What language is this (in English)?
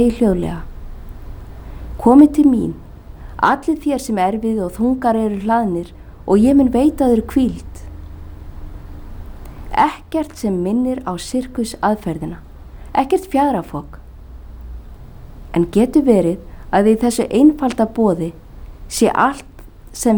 Icelandic